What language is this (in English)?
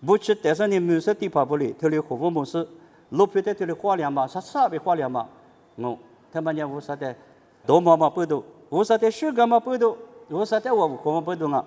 Lisu